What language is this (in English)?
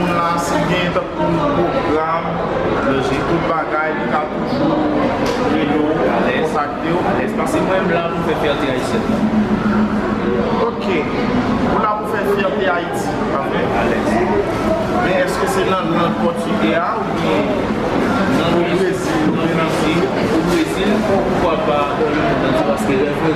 Haitian Creole